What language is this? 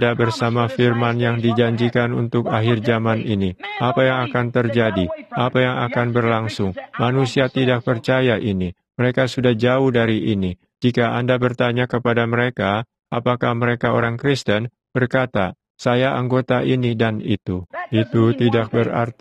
Indonesian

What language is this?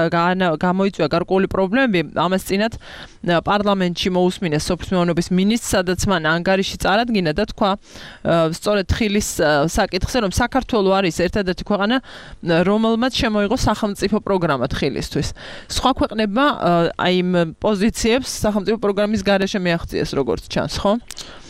Georgian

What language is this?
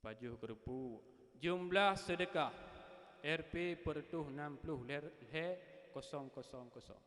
Achinese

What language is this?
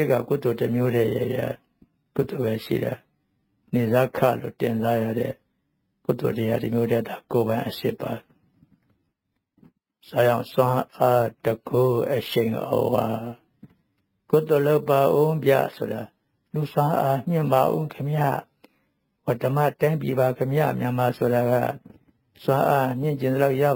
Burmese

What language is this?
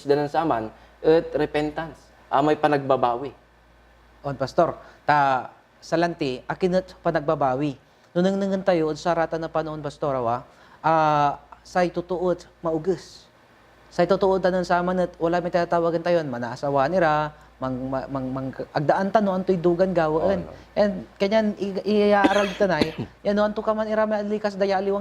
Pangasinan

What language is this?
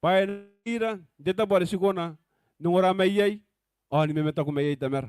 Gilbertese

